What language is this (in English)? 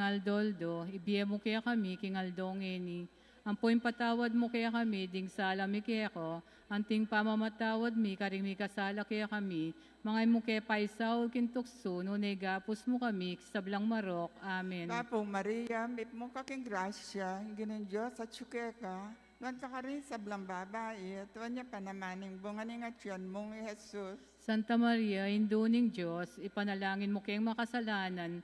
Pampanga